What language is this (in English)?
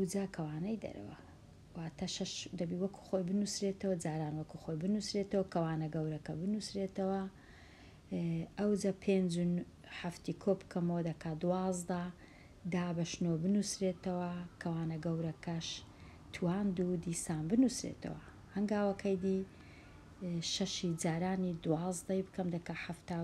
Central Kurdish